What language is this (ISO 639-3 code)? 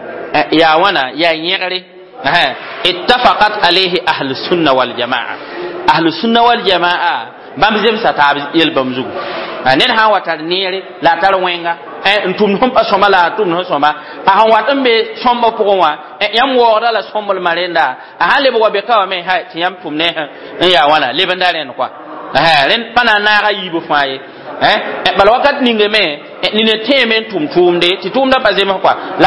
mos